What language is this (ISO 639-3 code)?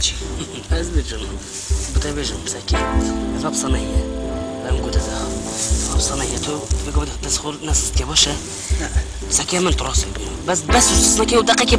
kur